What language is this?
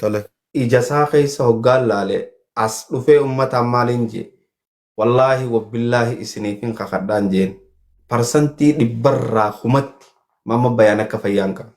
Oromo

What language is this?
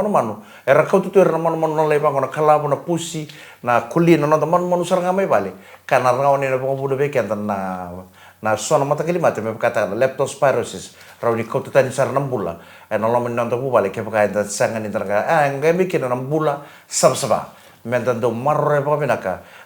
Fijian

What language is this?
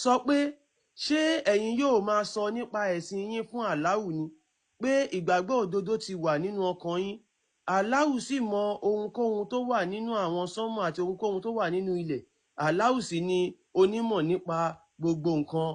Yoruba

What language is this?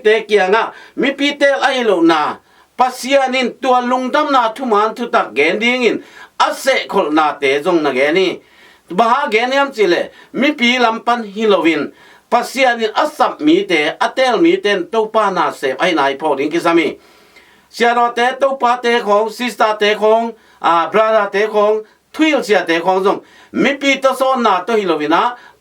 Tedim Chin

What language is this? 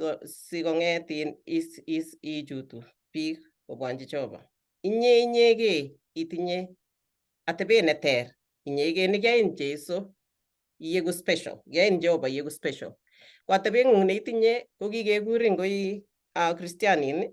Kalenjin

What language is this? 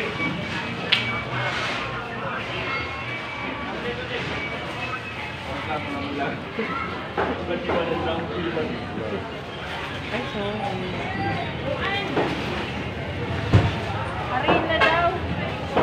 Filipino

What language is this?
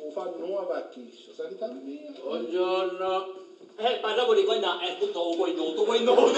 Sicilian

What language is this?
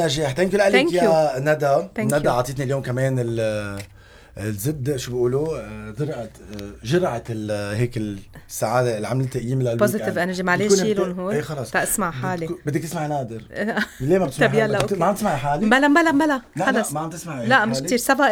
North Levantine Arabic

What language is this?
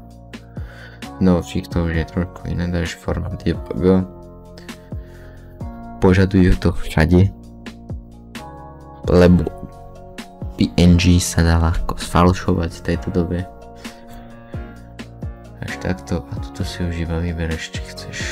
Slovak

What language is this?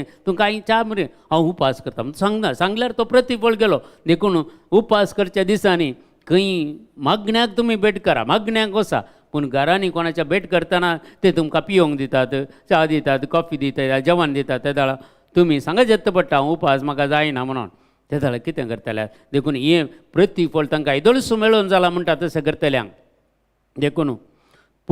Konkani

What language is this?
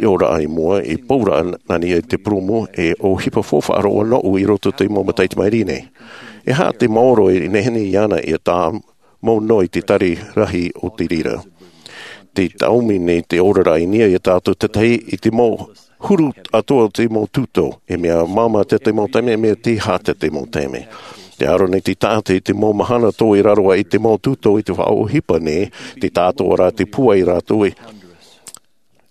Tahitian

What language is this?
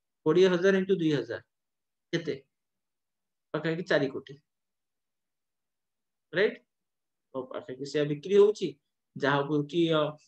Odia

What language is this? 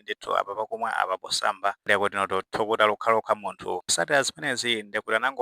Nyanja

